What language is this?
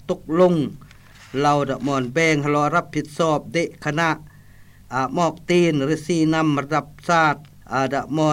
Lao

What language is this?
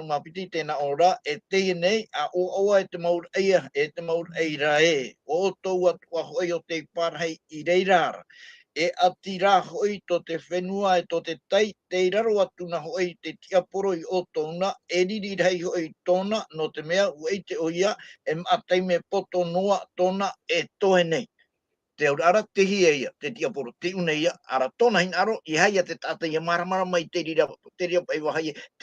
Tahitian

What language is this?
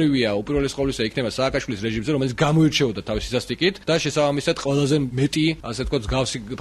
Georgian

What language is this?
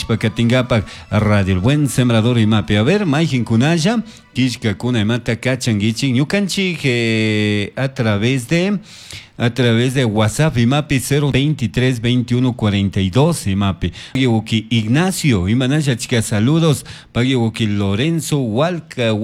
Chimborazo Highland Quichua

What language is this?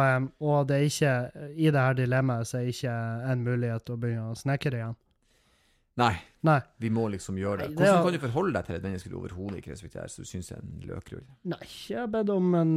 Norwegian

